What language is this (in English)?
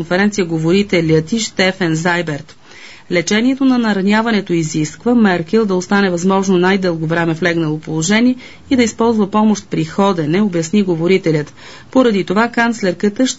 Bulgarian